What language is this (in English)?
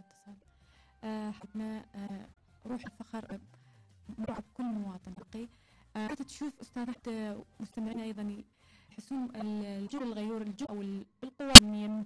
Mesopotamian Arabic